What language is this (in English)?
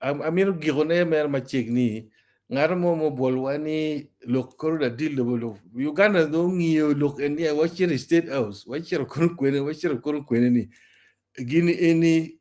Acoli